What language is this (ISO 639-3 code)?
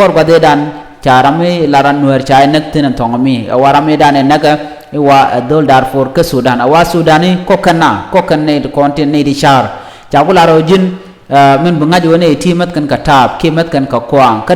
nus